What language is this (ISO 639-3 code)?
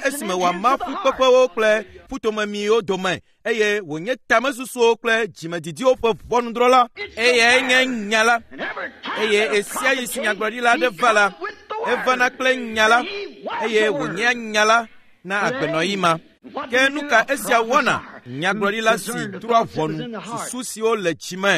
ewe